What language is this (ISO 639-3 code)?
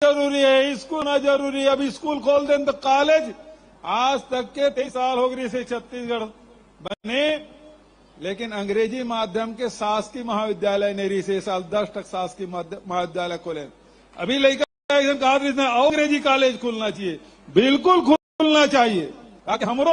hne